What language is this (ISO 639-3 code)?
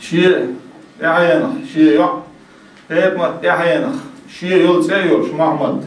che